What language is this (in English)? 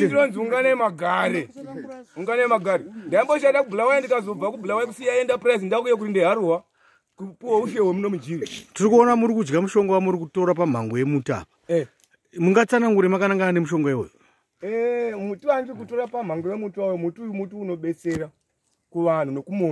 Shona